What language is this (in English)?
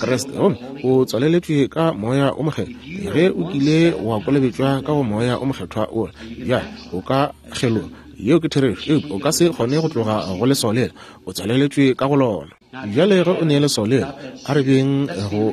Northern Sotho